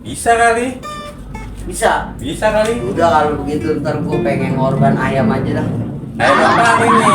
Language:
Betawi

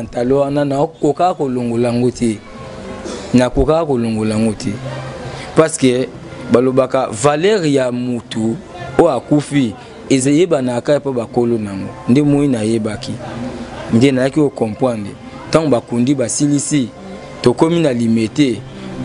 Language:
Lingala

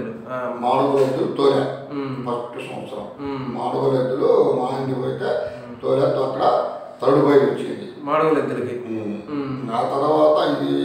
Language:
Telugu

